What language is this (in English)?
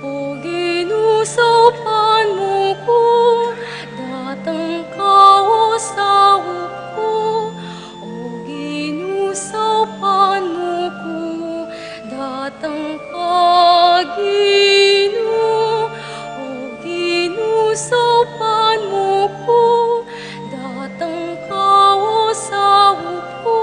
Pampanga